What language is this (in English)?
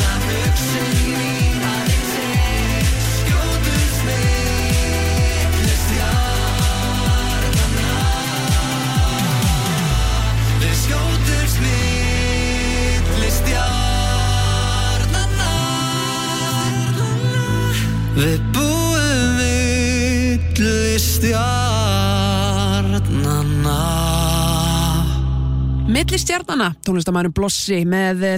Icelandic